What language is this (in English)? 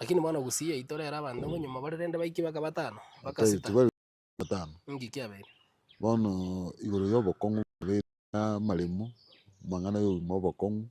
Gusii